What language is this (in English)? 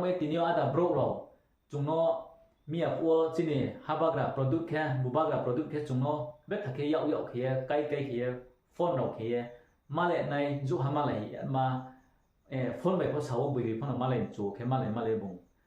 Riang (India)